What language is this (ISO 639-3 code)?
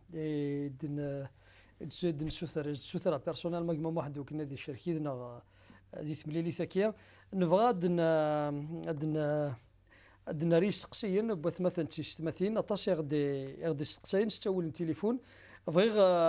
kab